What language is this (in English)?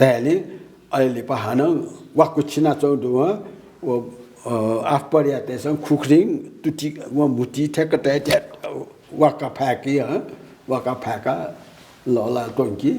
Newari